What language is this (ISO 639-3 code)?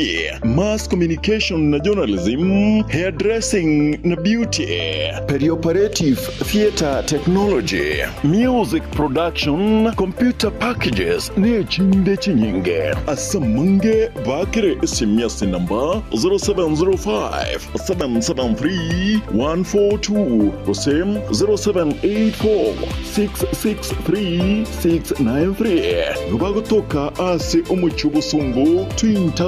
guz